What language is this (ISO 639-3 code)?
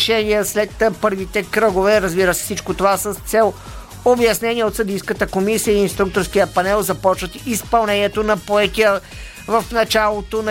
bul